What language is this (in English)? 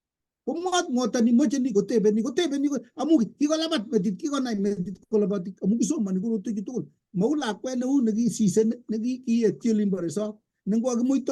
Kalenjin